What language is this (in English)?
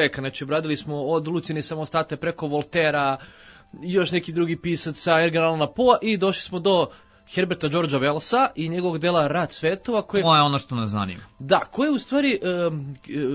Serbian